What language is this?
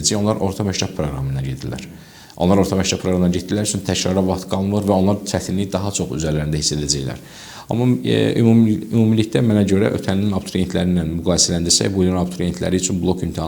Azerbaijani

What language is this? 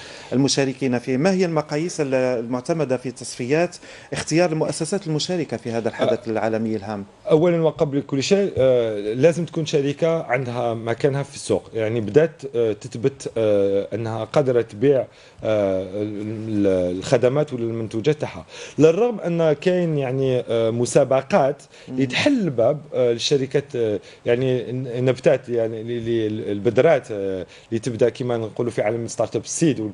Algerian Arabic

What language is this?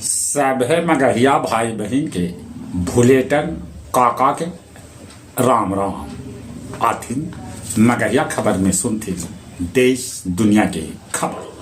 Magahi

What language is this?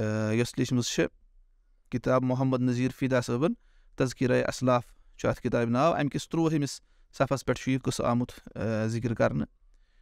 Kashmiri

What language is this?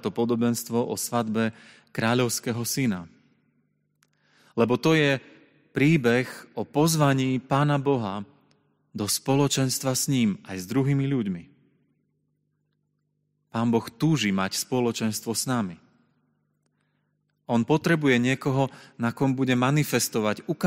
Slovak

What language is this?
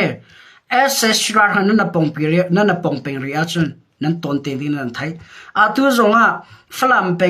Hakha Chin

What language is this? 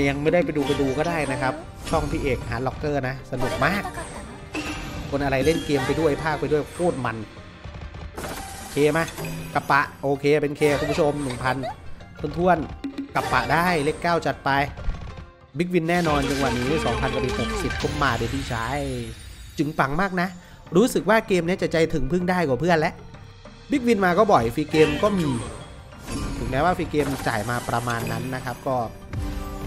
Thai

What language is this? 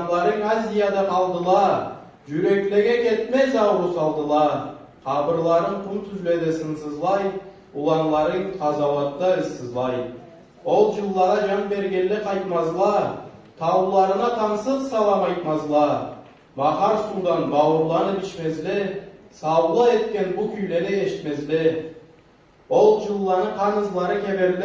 Karachay-Balkar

